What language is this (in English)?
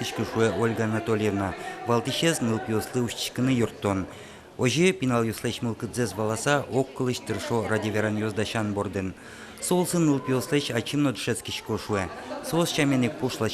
Udmurt